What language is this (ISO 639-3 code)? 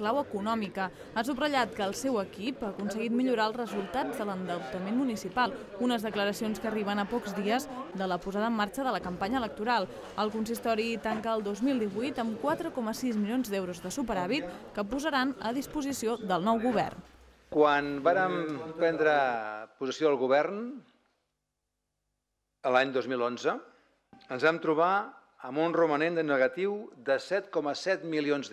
cat